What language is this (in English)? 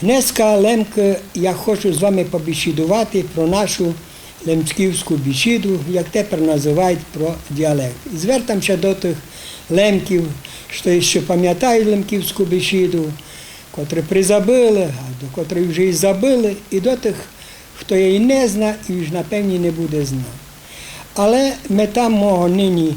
Rusyn